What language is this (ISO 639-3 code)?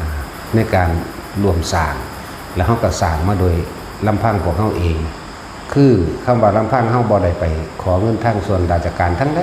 tts